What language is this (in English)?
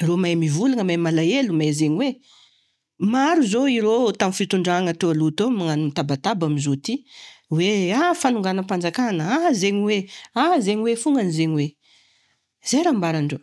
Malagasy